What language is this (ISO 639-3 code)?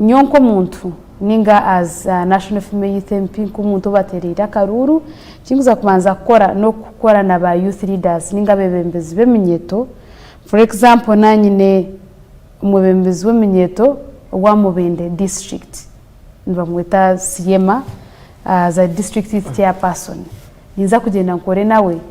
nyn